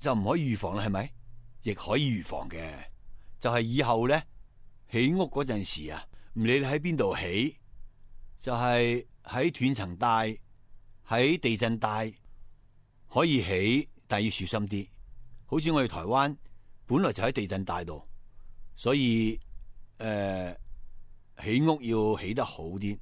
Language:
Cantonese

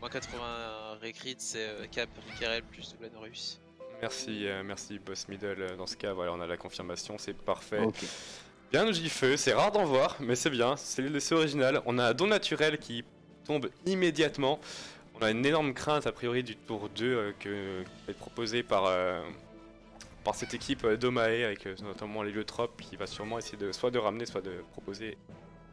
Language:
French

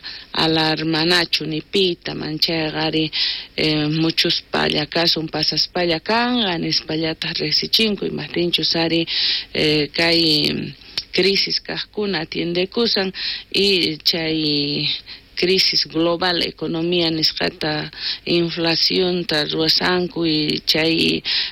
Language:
South Bolivian Quechua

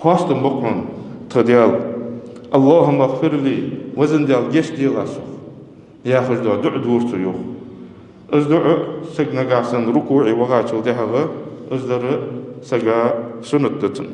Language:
Ingush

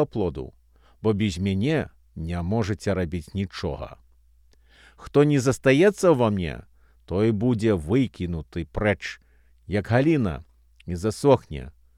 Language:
Belarusian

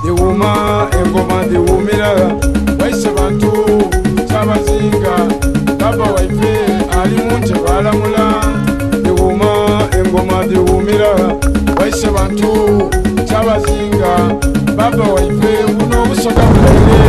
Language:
Soga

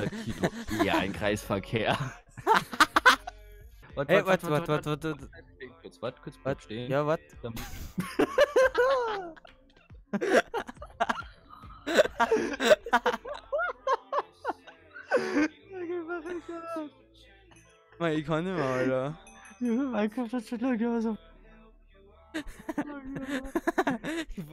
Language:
German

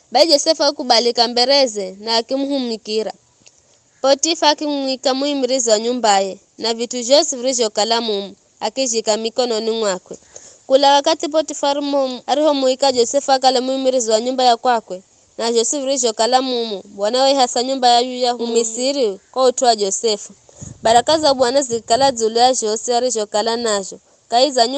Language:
Giryama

